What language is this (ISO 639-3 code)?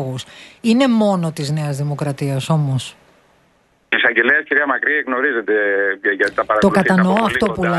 ell